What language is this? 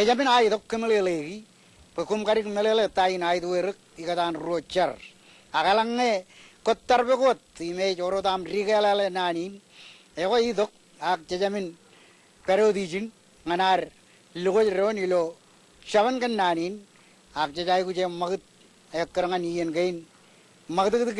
Marshallese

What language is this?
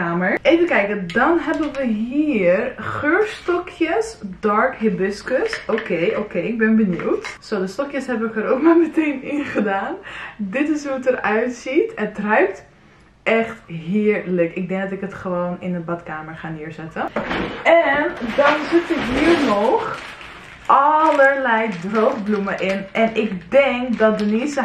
Dutch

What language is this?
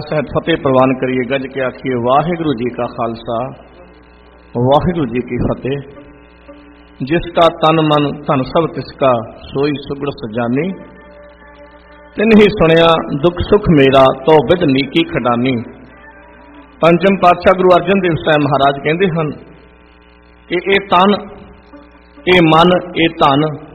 Punjabi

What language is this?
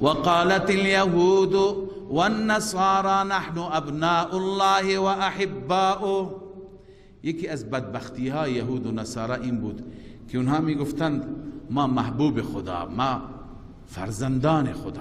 Persian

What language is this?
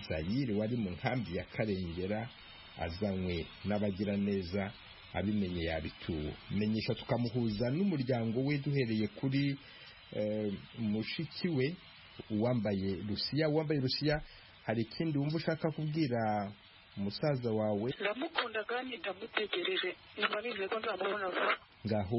Kinyarwanda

